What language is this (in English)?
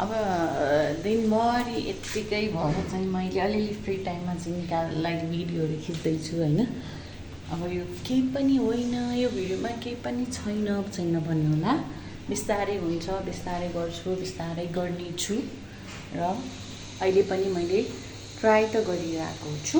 Nepali